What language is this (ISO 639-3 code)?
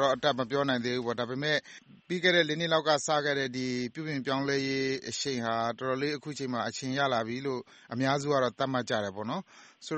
mya